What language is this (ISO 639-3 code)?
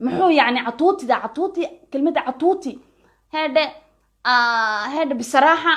som